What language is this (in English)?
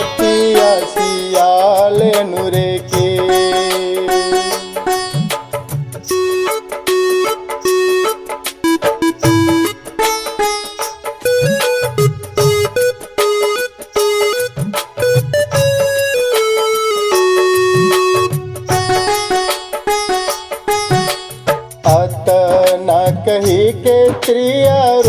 Bhojpuri